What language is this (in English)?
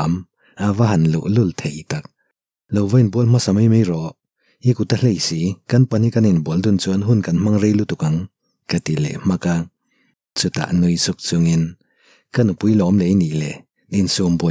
Mizo